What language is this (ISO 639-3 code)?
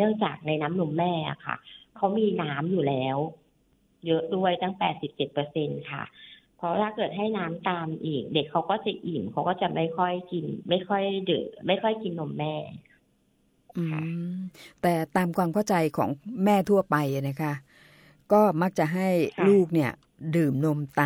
tha